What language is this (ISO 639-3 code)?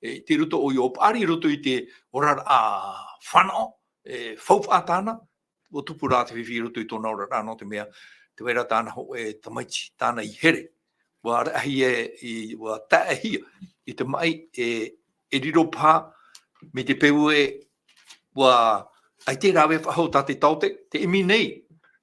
tah